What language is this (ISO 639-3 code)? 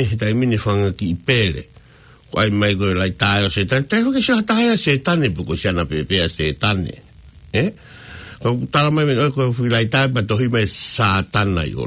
ton